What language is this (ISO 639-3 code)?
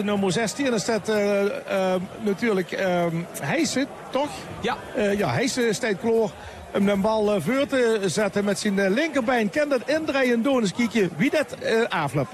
nld